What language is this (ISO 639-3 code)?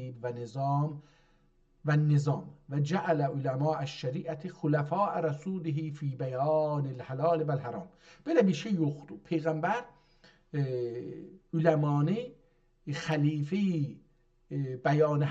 azb